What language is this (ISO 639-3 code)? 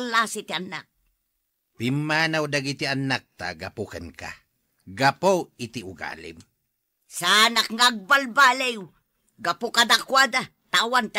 ilo